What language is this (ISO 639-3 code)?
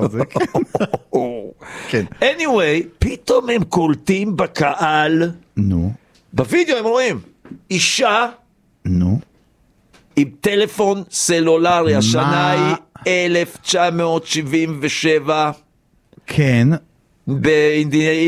heb